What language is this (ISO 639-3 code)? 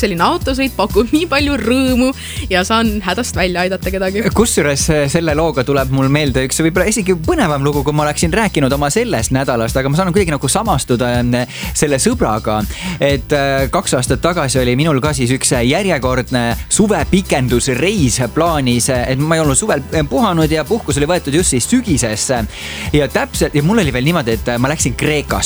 est